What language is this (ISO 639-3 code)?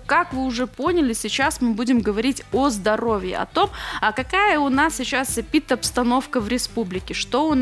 rus